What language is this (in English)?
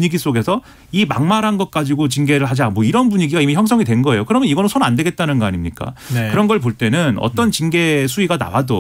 Korean